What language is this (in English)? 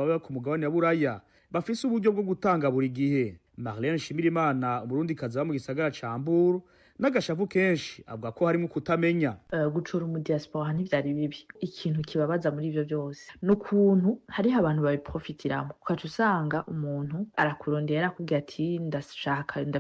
Rundi